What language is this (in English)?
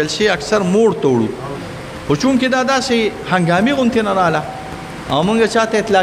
Pashto